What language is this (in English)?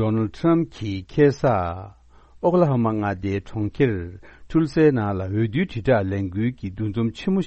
Tibetan